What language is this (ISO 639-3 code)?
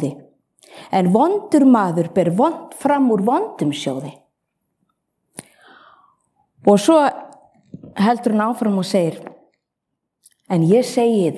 isl